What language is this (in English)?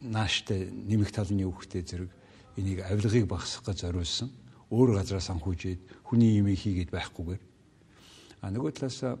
Mongolian